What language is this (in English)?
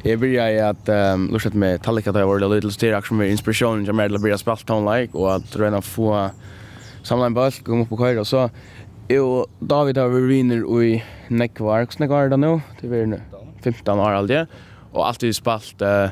Faroese